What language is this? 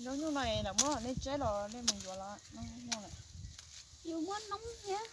Hmong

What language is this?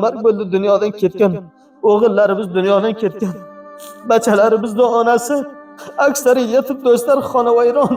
Uzbek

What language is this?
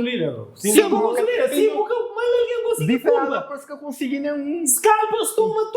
Kabuverdianu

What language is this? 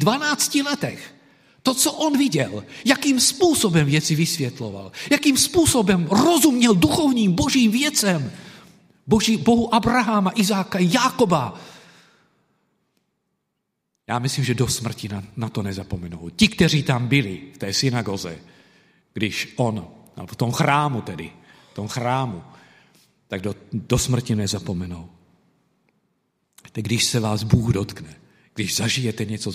Czech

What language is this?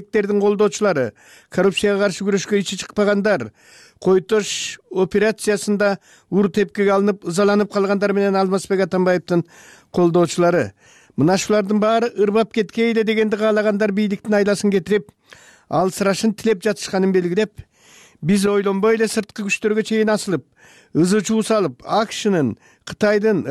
Kyrgyz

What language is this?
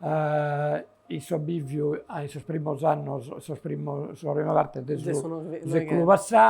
Sardinian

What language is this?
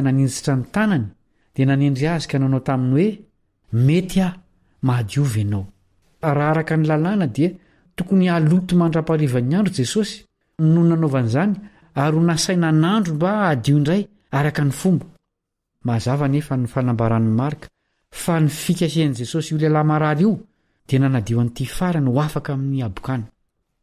Malagasy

